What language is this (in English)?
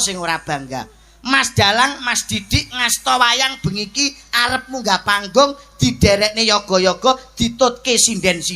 Javanese